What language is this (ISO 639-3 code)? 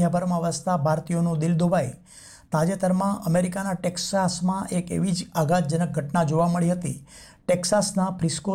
guj